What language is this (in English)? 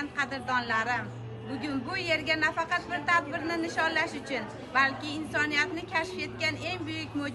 Uzbek